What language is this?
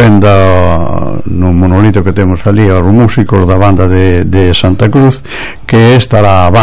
Galician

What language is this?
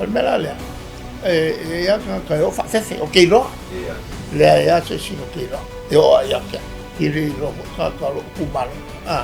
Samoan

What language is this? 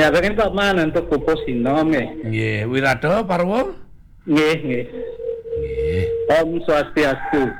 Balinese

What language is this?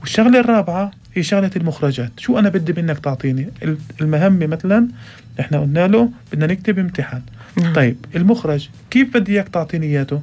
North Levantine Arabic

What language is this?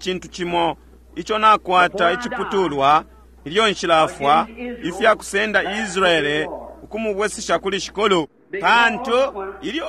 Bemba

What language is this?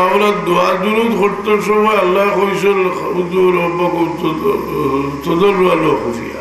Sylheti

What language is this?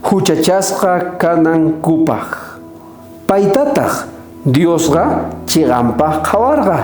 South Bolivian Quechua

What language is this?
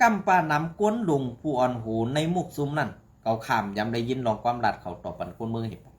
Shan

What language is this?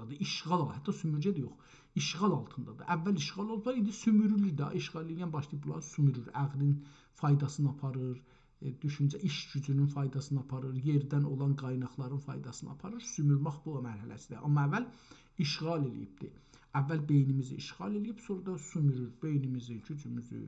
South Azerbaijani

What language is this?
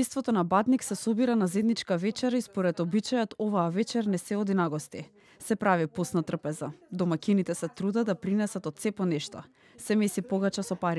Macedonian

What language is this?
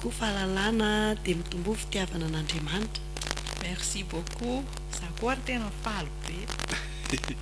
Malagasy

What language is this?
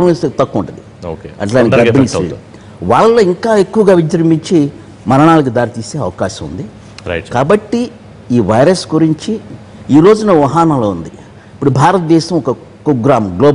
Telugu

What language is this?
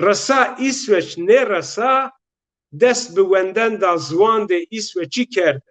Zaza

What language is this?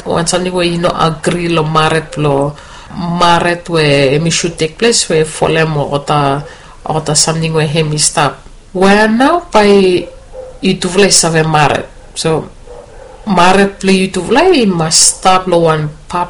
Bislama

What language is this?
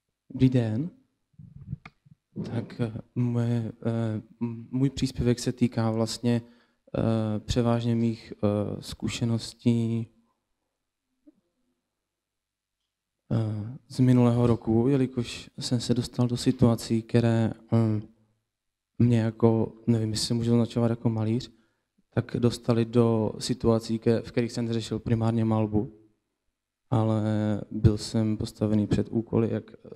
Czech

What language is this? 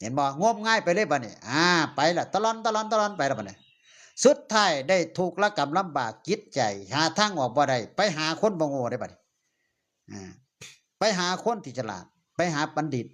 Northeastern Thai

